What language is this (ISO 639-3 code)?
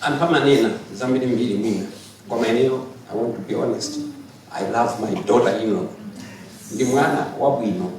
nya